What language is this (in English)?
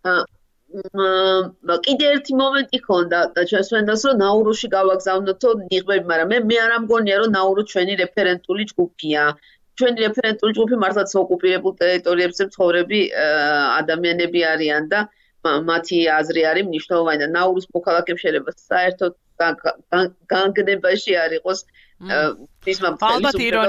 Georgian